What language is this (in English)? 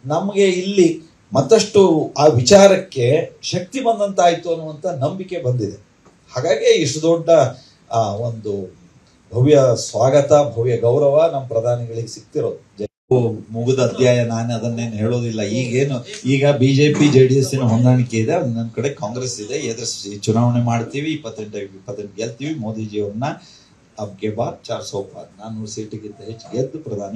Kannada